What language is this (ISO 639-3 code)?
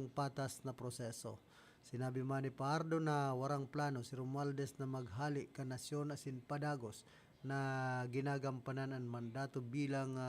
bik